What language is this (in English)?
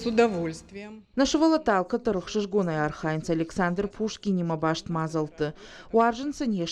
Ossetic